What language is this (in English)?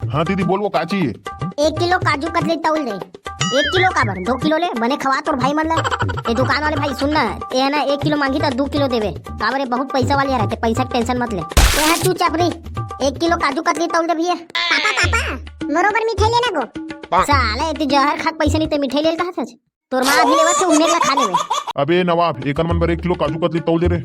Chhattisgarhi